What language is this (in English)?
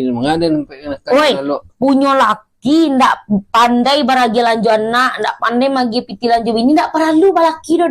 Minangkabau